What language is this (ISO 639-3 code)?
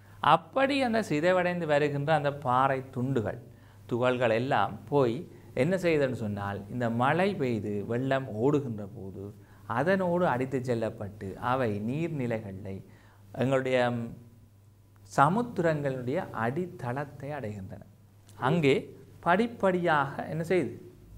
tam